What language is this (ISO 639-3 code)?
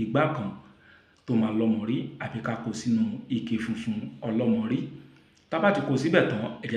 yor